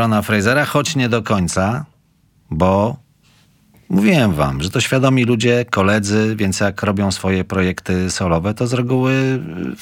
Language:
Polish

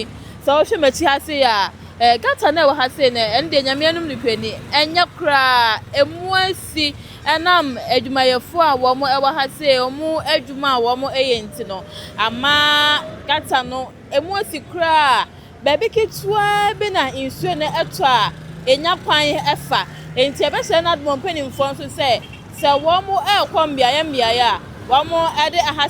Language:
Akan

